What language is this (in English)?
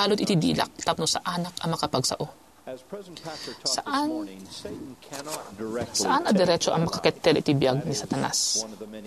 Iloko